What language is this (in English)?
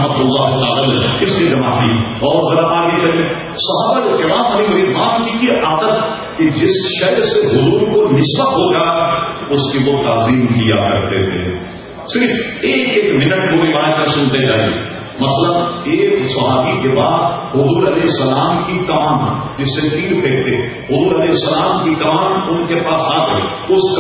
Urdu